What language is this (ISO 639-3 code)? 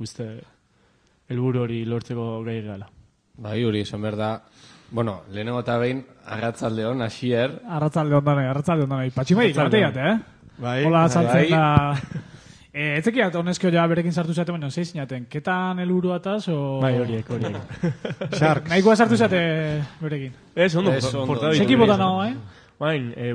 eus